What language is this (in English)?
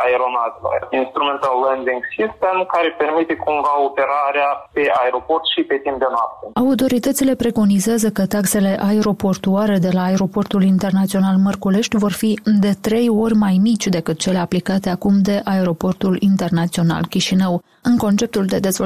Romanian